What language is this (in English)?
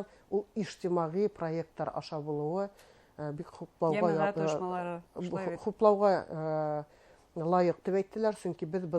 Bashkir